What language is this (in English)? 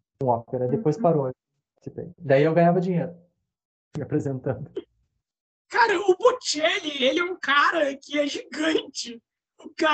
Portuguese